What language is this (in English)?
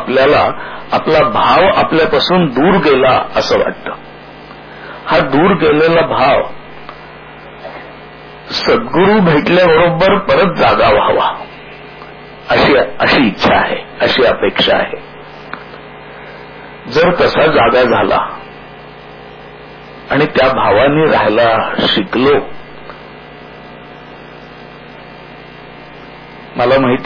Marathi